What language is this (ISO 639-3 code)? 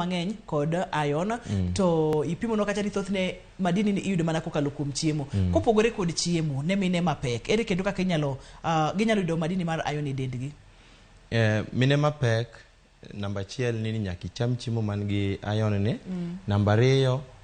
luo